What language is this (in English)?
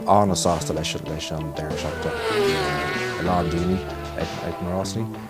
Irish